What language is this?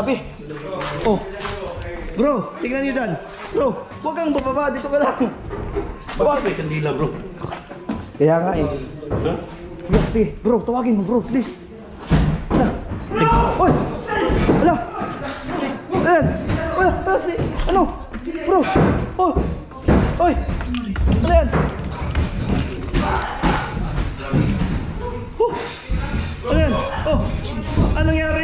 Filipino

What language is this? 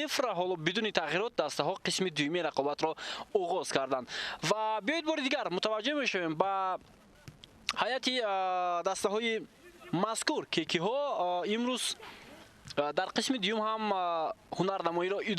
Tajik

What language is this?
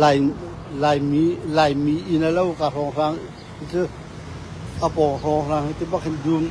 Hakha Chin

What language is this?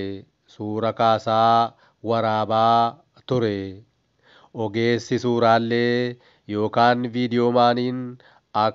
Oromo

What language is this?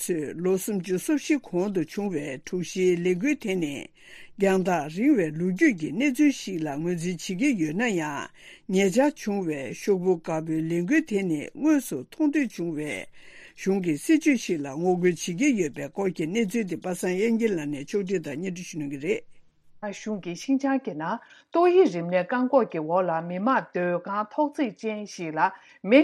Tibetan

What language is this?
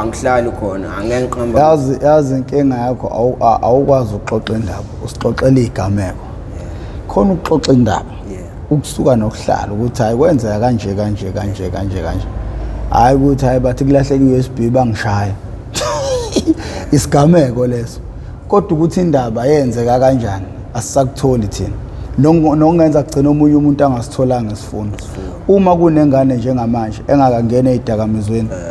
Zulu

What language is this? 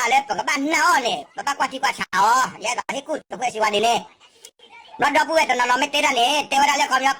S'gaw Karen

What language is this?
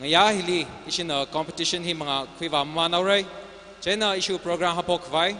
Tangkhul Naga (India)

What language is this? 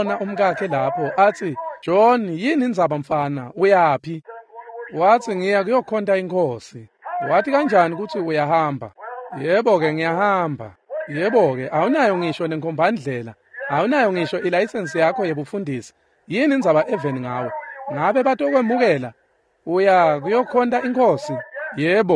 Swati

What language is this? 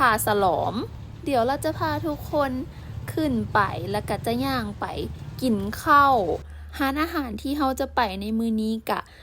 Lao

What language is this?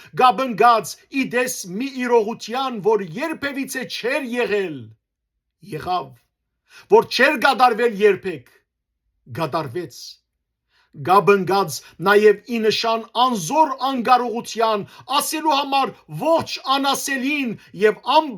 Western Armenian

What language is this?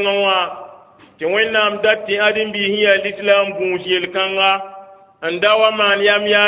Mossi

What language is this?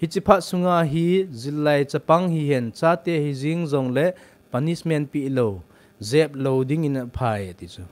Thado Chin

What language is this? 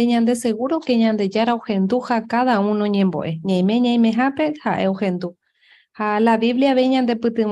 Guarani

